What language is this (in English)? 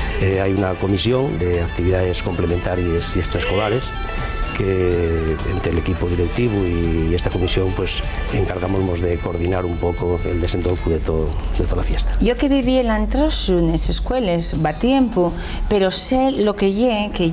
Asturian